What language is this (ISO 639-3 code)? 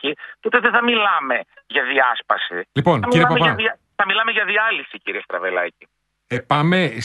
ell